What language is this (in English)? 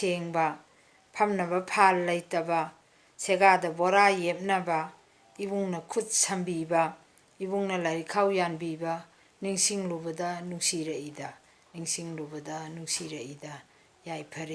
Manipuri